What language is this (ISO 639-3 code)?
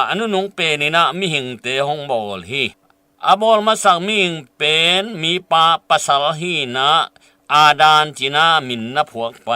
ctd